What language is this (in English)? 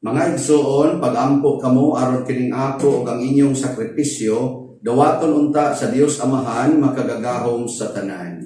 Cebuano